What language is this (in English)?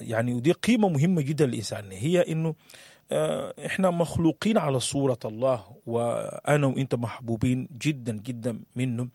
Sudanese Arabic